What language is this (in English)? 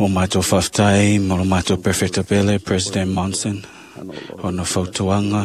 Samoan